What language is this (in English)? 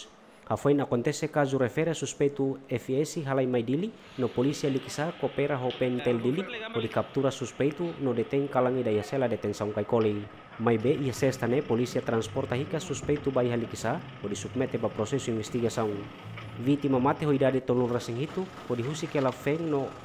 Tetum